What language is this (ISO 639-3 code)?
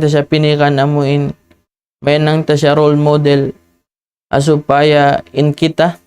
tsg